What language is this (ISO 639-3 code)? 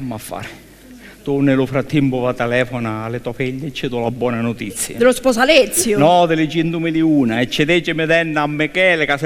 scn